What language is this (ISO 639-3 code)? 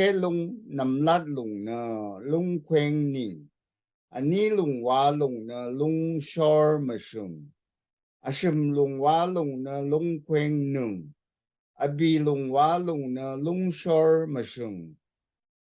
raw